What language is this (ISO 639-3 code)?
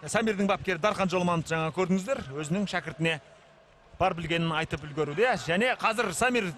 kaz